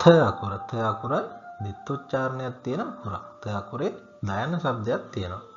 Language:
Sinhala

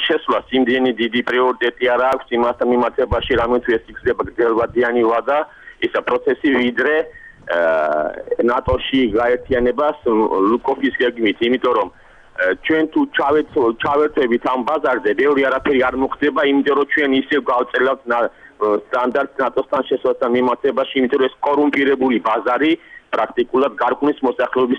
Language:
Georgian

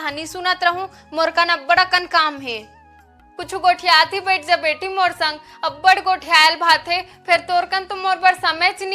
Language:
Chhattisgarhi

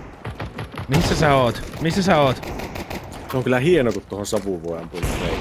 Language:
Finnish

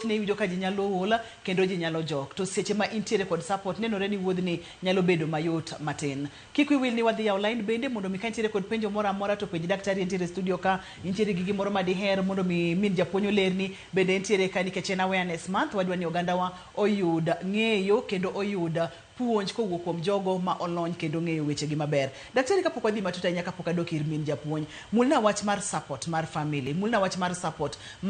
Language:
Luo (Kenya and Tanzania)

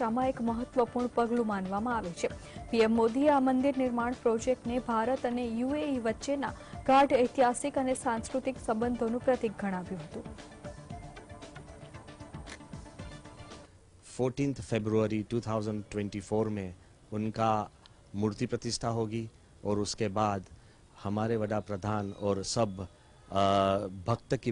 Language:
Gujarati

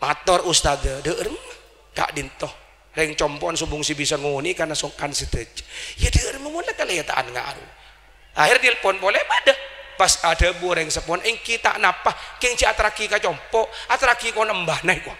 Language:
Madurese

